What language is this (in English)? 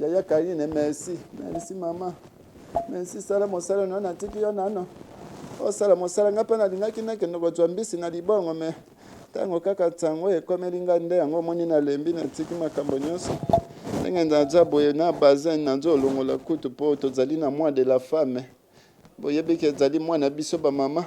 Lingala